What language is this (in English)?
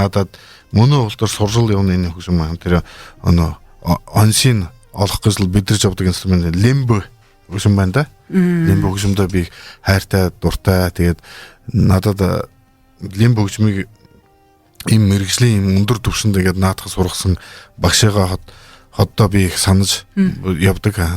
Buriat